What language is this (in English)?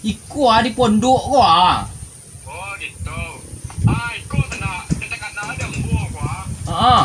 Minangkabau